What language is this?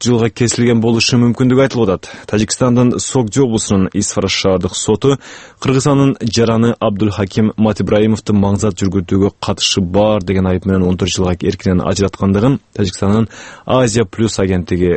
Kyrgyz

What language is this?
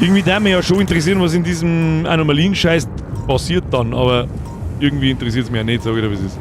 Bavarian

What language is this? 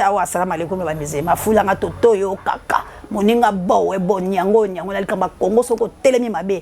Lingala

